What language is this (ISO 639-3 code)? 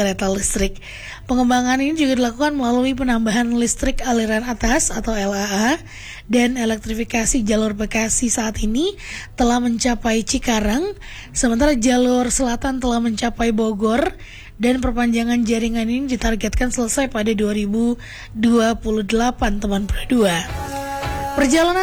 ind